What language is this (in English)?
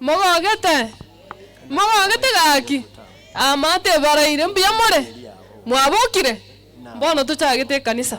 Gusii